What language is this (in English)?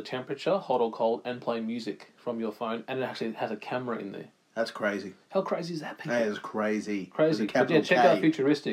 English